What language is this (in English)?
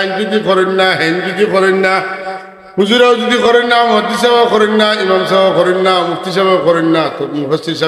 Sylheti